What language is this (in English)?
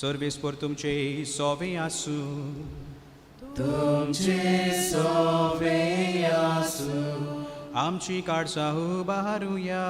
Konkani